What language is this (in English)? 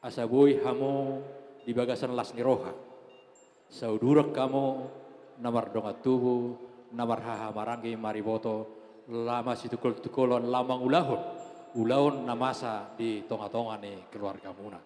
Batak Toba